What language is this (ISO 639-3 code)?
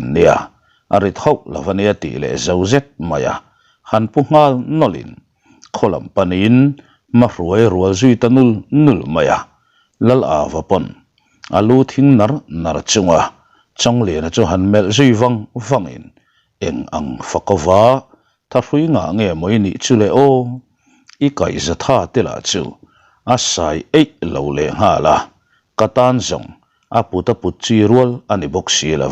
lus